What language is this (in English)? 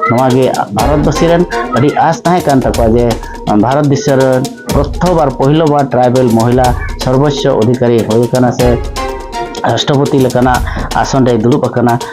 Santali